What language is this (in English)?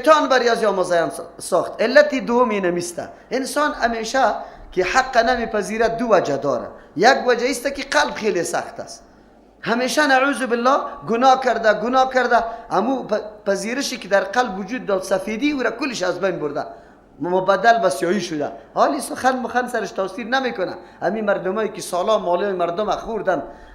Persian